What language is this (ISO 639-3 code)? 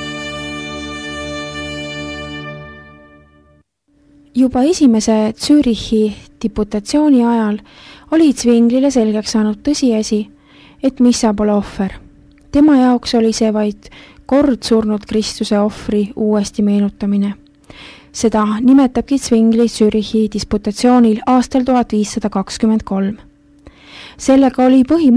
est